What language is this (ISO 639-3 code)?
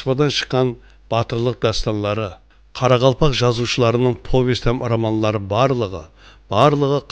kaa